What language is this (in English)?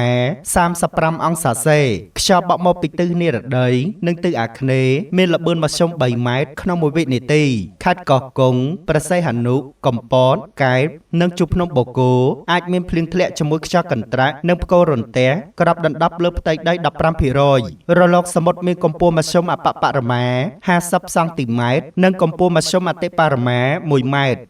Khmer